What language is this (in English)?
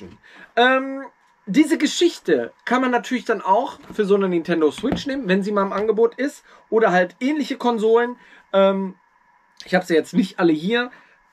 German